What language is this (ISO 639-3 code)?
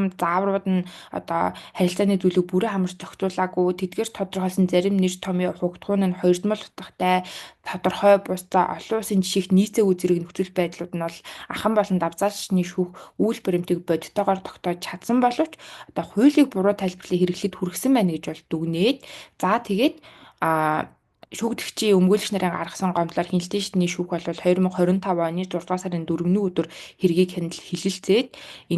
mon